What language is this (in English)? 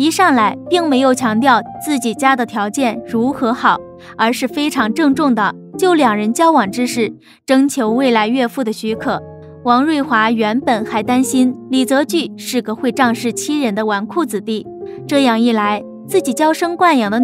Chinese